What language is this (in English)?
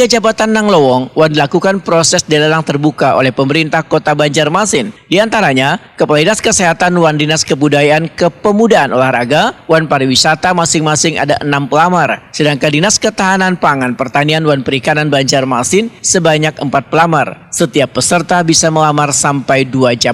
Banjar